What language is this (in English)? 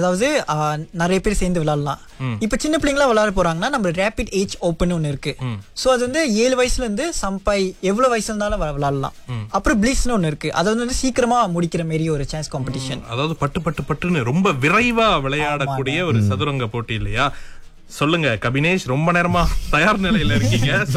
Tamil